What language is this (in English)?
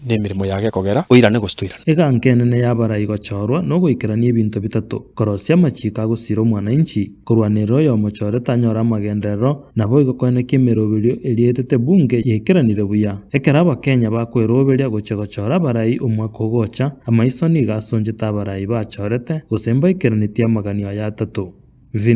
Gusii